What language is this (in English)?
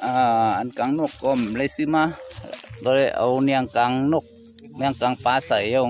Shan